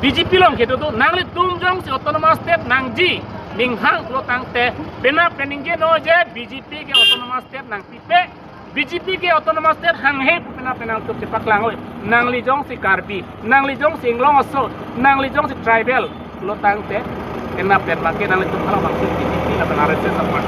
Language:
Karbi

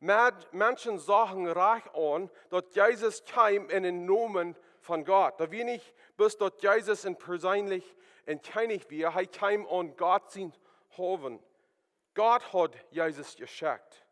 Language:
Plautdietsch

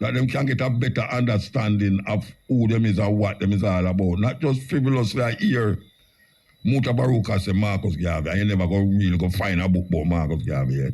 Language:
Jamaican Creole English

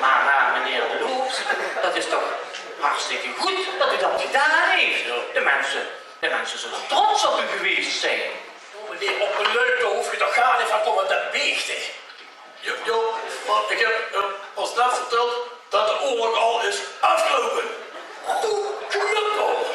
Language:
Limburgish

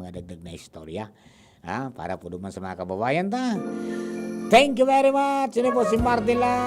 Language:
Bikol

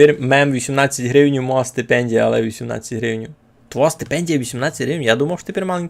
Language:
Rusyn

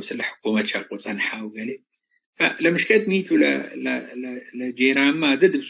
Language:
Tigre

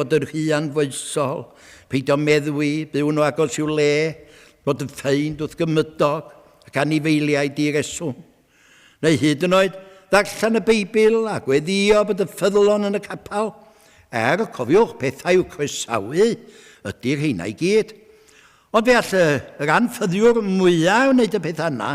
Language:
Welsh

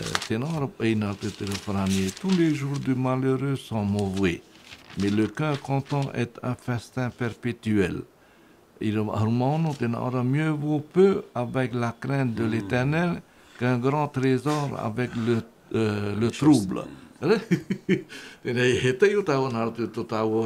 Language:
Tahitian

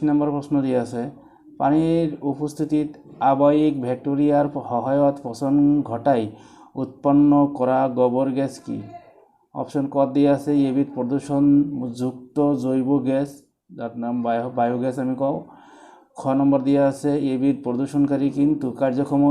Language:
Assamese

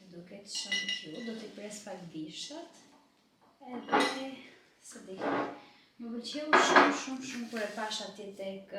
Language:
Albanian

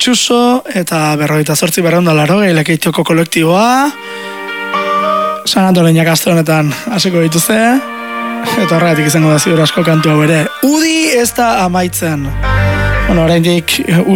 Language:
Basque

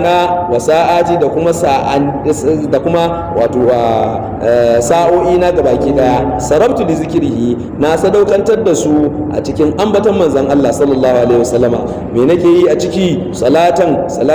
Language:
Hausa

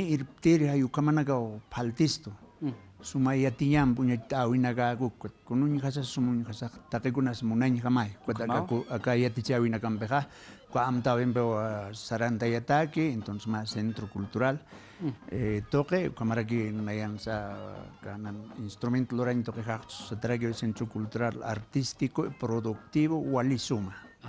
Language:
Aymara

